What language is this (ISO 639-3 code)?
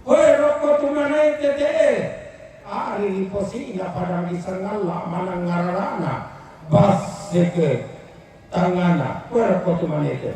sda